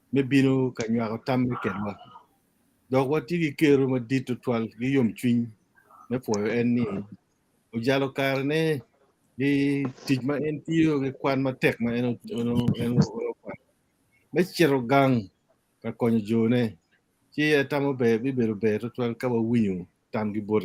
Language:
Acoli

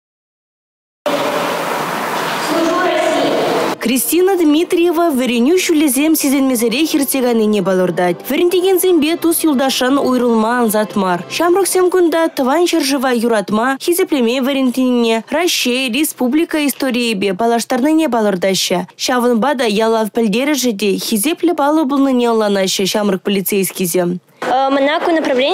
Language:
Chuvash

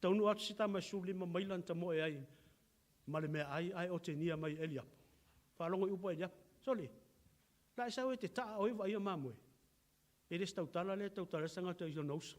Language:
Samoan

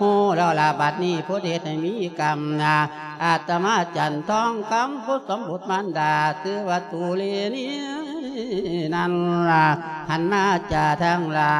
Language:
Lao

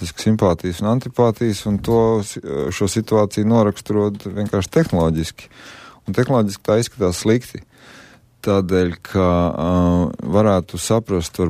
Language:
Latvian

